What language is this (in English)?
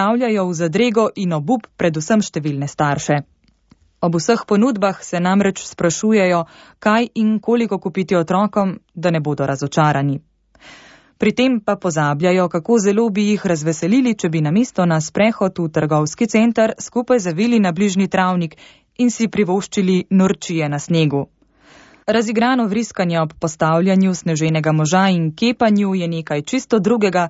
Slovenian